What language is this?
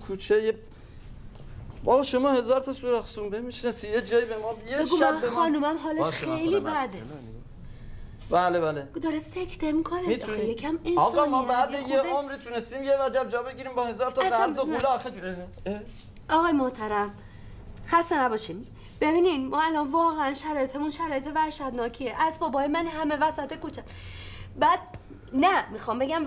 Persian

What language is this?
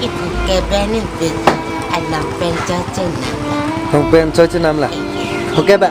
Karbi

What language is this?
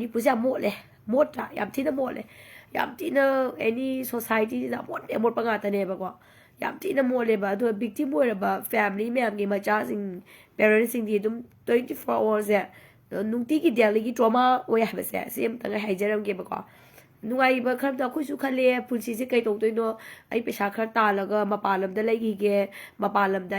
Manipuri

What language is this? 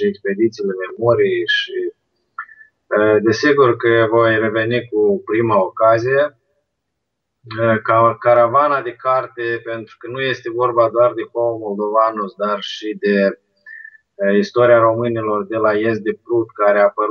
Romanian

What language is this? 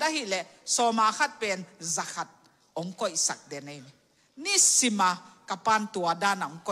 Tedim Chin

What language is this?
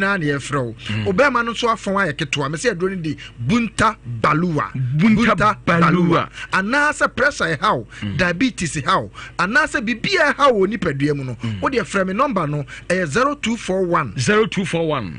Akan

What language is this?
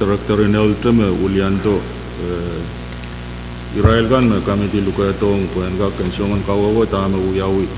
Pohnpeian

